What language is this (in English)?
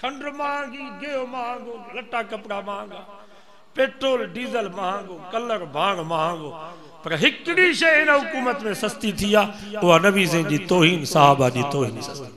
Sindhi